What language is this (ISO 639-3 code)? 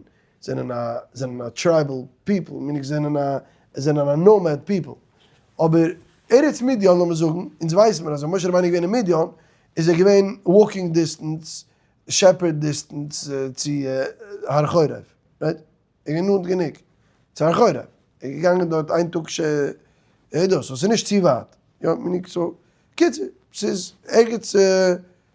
yid